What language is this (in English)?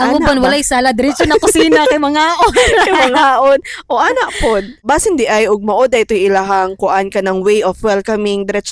Cebuano